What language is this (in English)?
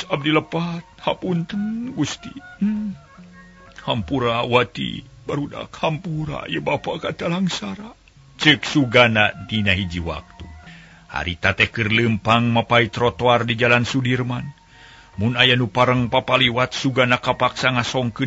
Sundanese